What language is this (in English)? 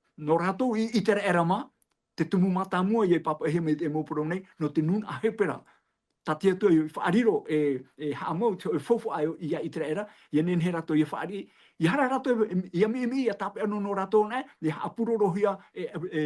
Tahitian